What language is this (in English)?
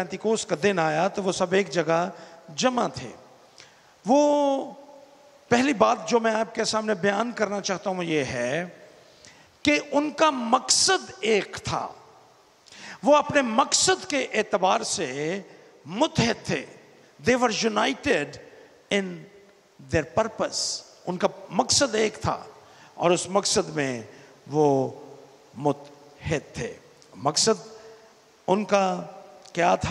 Urdu